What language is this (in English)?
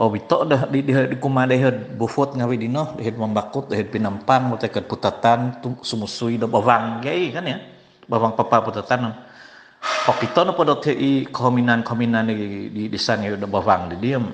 Central Dusun